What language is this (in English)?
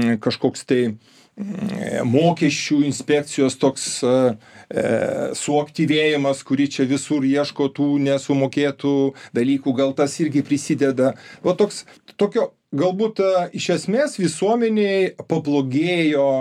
Lithuanian